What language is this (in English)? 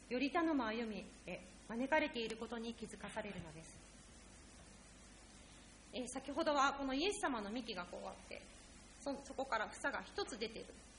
Japanese